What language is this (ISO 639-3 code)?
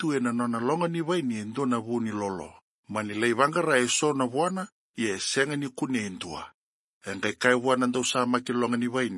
fij